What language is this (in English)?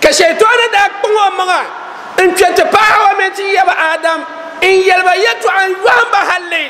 Dagbani